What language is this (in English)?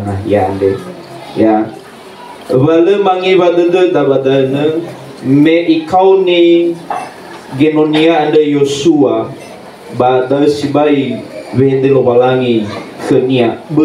Nias